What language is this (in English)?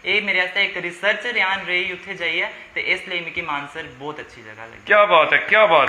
Dogri